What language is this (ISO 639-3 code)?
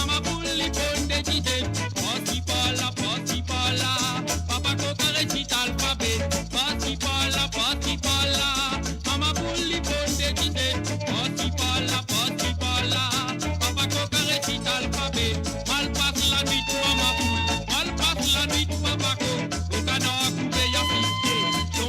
mfe